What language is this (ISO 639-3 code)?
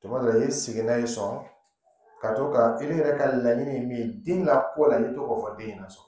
dyu